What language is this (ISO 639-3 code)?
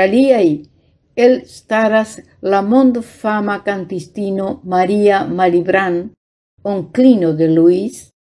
epo